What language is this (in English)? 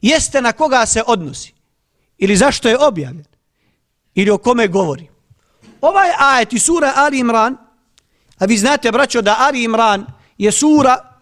Bosnian